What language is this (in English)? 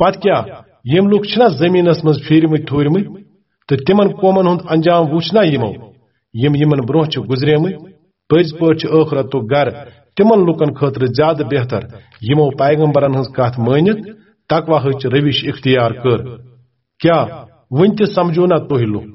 Kashmiri